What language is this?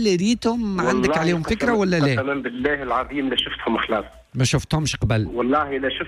Tunisian Arabic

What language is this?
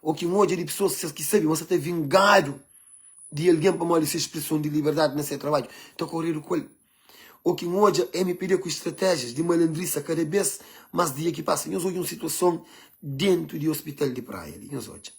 Kabuverdianu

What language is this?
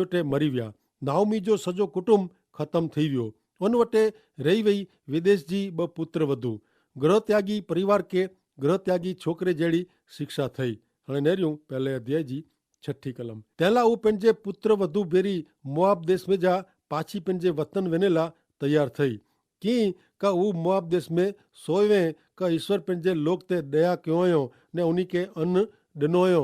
Kachhi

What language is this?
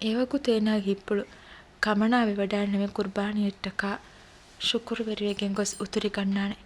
Divehi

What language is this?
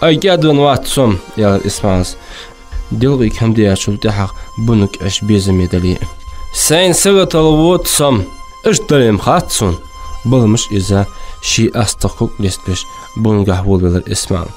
Ingush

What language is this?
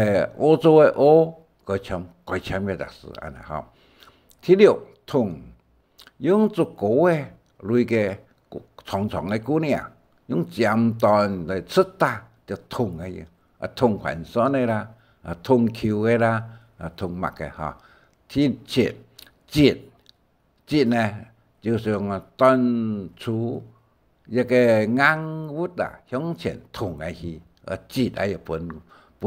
Hakka Chinese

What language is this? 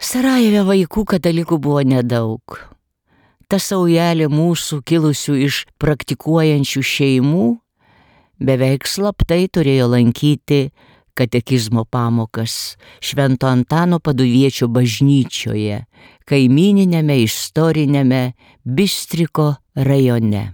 Lithuanian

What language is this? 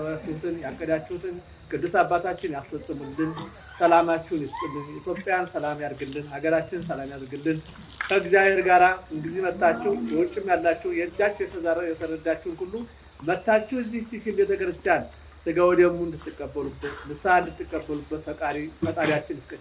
Amharic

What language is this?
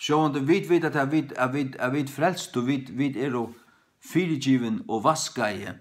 Faroese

